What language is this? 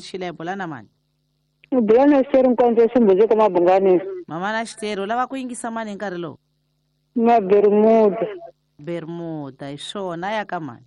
Tsonga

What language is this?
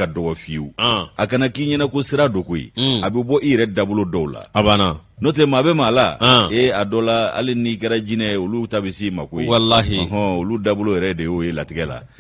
Bambara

